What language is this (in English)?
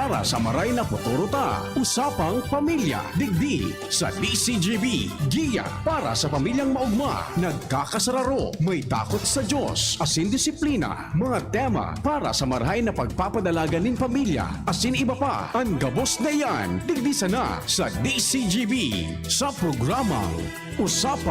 Bikol